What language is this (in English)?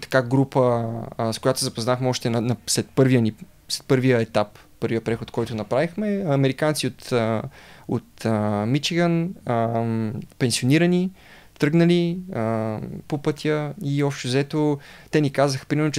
Bulgarian